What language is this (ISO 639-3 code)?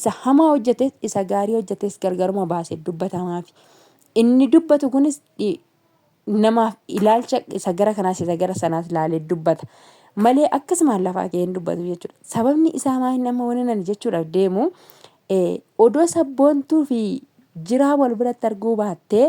orm